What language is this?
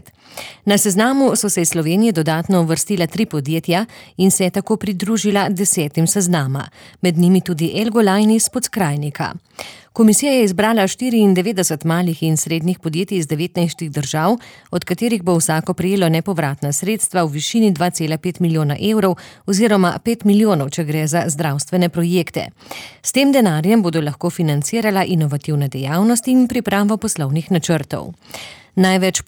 Slovenian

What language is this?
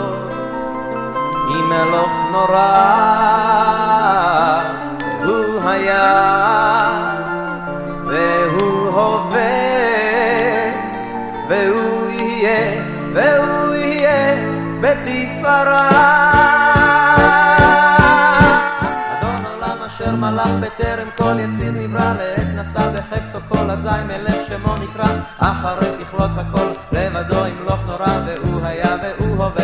Hebrew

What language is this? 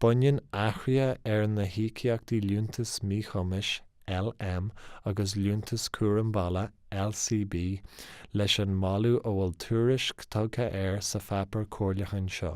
Irish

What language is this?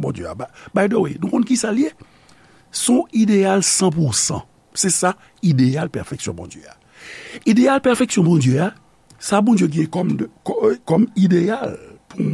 Haitian Creole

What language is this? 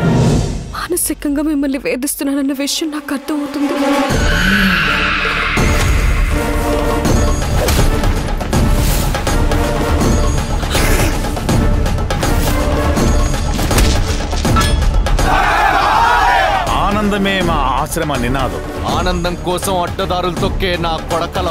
Telugu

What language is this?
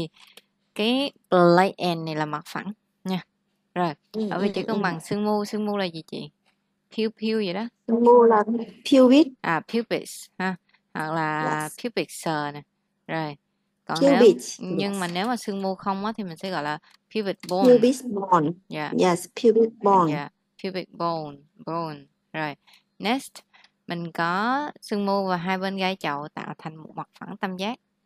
Vietnamese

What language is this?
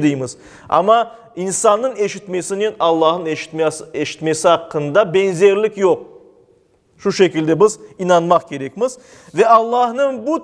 Crimean Tatar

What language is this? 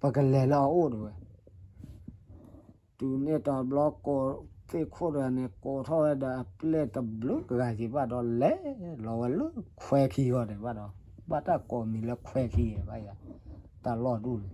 S'gaw Karen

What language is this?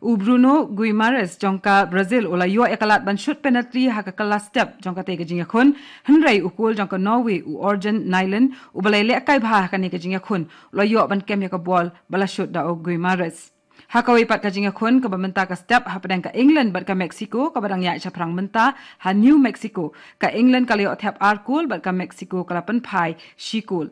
Khasi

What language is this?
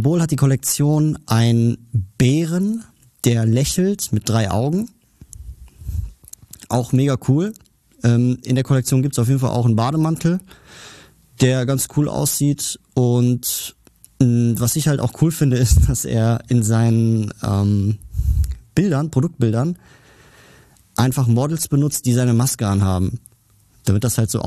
German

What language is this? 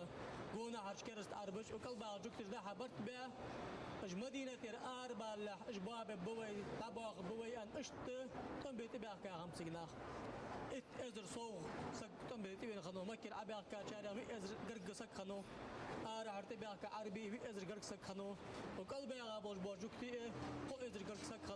Ingush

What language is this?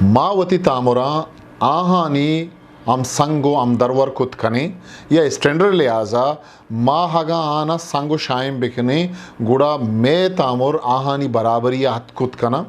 Eastern Balochi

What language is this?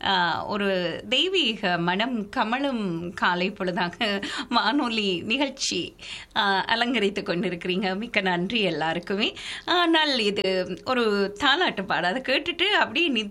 Tamil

